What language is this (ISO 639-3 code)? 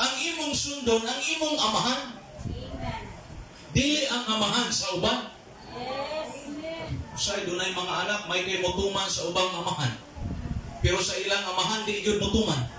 ceb